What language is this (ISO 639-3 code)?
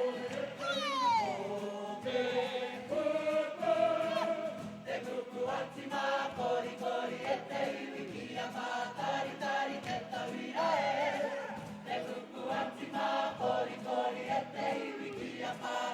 mri